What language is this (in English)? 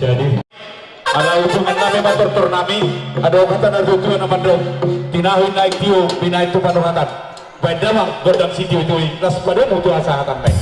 Batak Toba